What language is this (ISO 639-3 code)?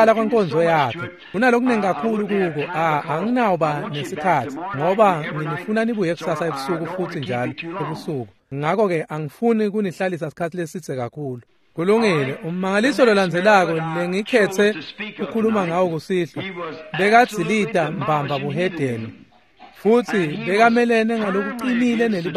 ssw